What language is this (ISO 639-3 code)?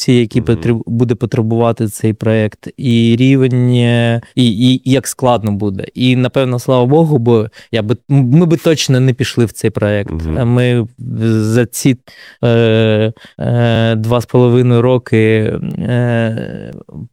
ukr